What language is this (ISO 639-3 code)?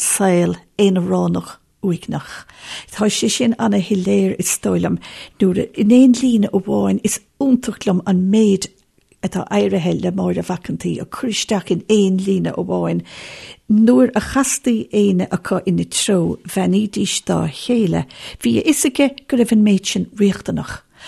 gle